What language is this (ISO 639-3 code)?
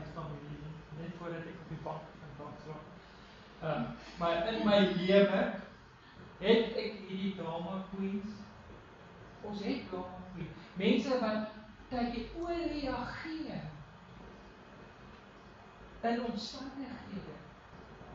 afr